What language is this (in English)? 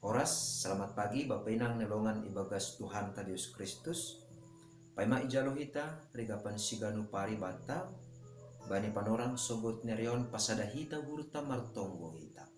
Batak Simalungun